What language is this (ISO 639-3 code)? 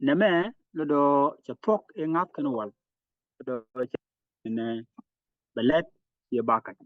nus